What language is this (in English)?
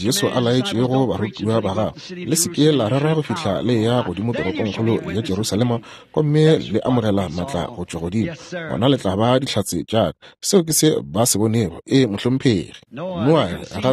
Northern Sotho